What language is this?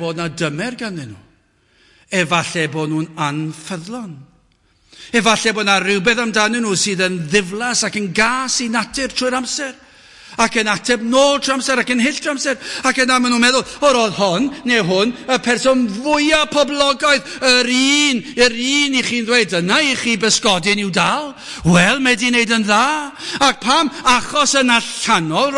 Welsh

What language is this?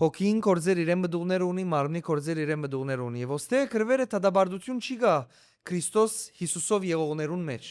Western Armenian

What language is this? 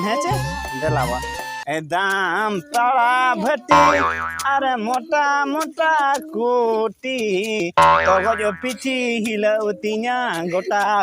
Santali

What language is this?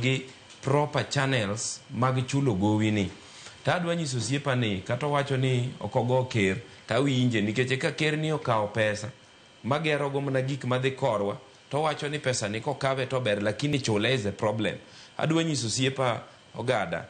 Luo (Kenya and Tanzania)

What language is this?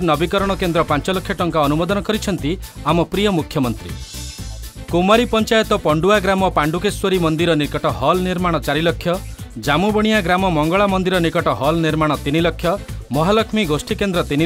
Odia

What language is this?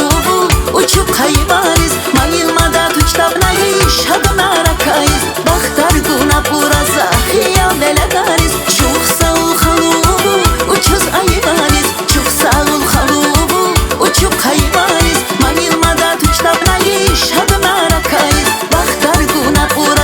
Tabassaran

